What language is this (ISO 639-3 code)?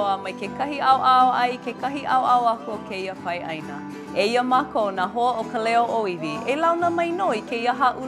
haw